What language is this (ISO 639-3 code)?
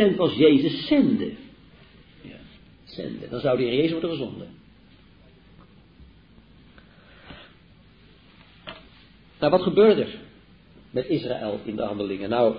nld